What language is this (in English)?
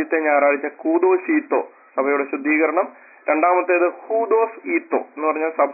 Malayalam